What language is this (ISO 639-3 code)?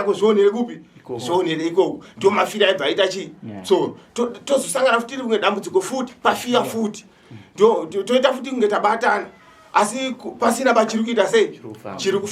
sna